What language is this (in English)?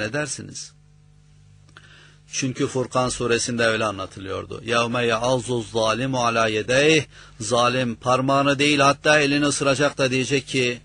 Turkish